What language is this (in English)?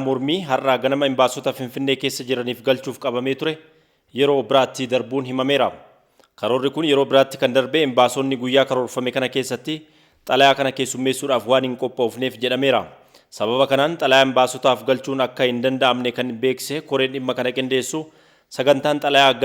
Oromo